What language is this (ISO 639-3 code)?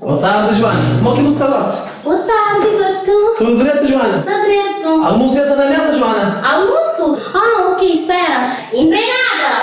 kea